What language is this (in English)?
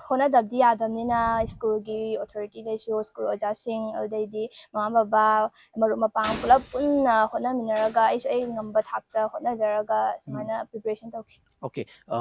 Manipuri